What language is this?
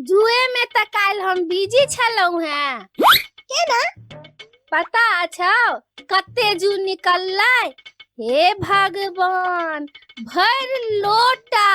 Maithili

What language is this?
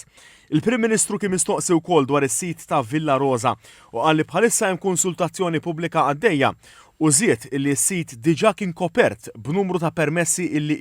Maltese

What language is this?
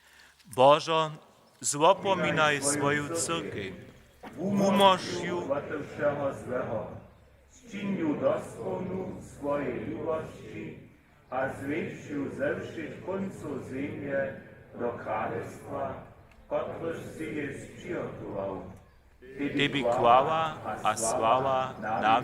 Upper Sorbian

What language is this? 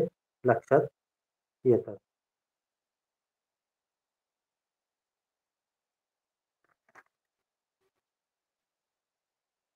Marathi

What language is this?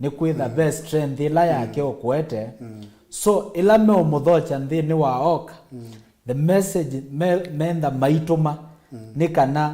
Kamba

